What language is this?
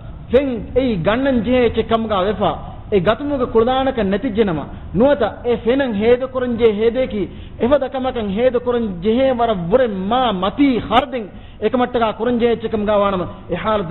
Divehi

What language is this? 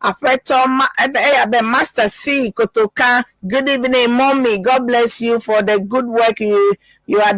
Ewe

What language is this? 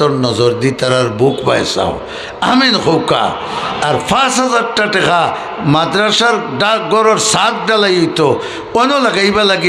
Sylheti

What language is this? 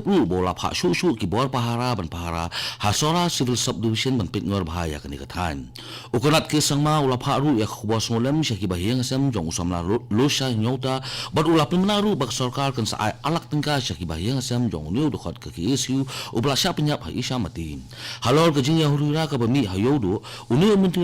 Khasi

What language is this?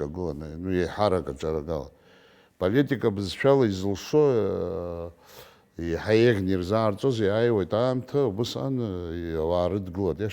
Abkhazian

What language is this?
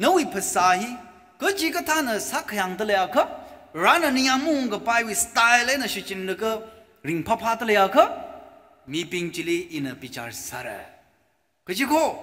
Tangkhul Naga (India)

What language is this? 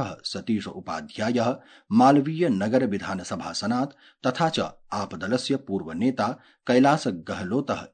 Sanskrit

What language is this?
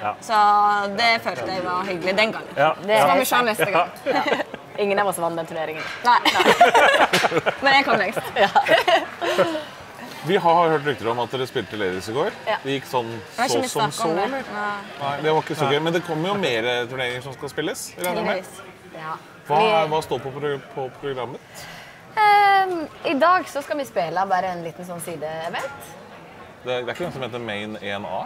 Norwegian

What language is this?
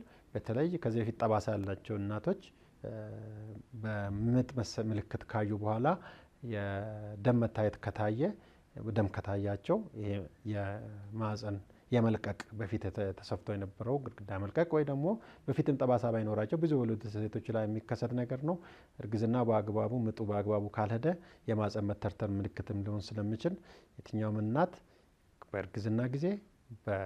Amharic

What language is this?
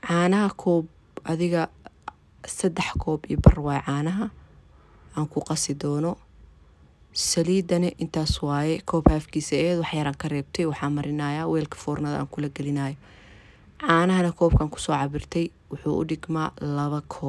Somali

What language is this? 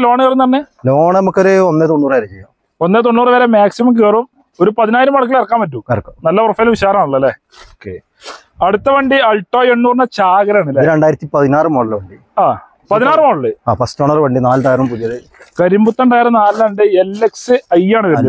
Malayalam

